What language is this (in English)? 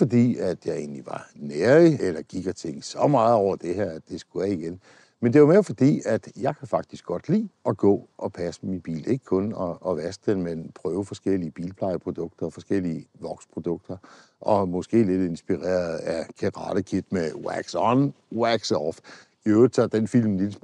Danish